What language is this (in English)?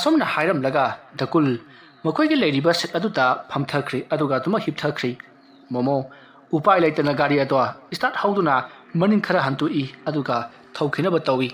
Manipuri